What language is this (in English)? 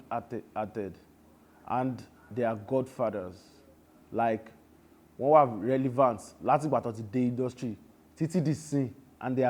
Yoruba